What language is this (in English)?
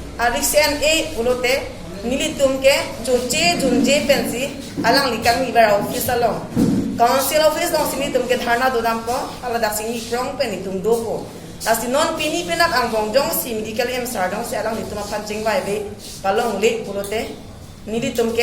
Karbi